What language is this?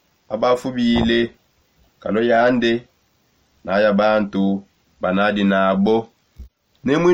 Songe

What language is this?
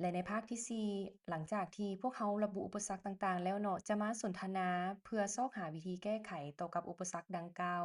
Lao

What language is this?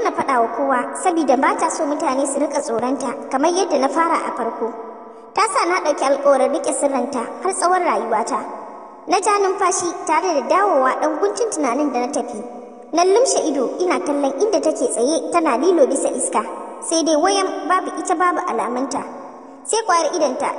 Hausa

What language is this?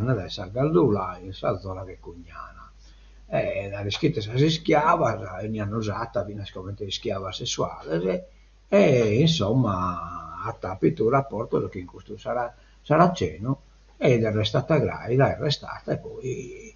Sardinian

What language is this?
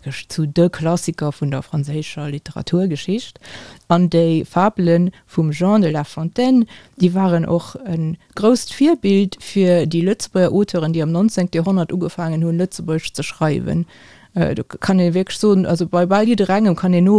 Luxembourgish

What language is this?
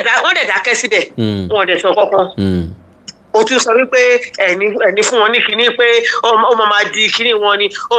Yoruba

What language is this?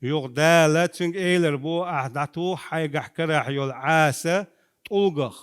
Chechen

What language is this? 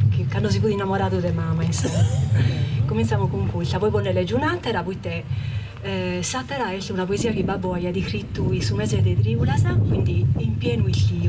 Sardinian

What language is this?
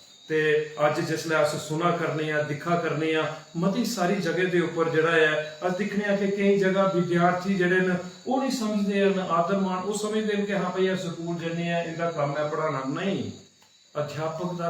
Dogri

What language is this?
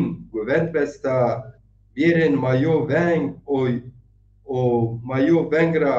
Zaza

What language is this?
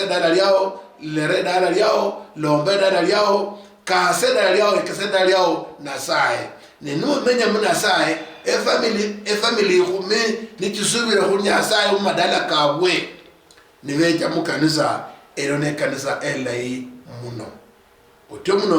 Luyia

